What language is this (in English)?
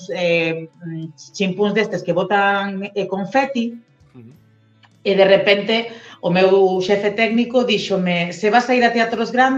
Galician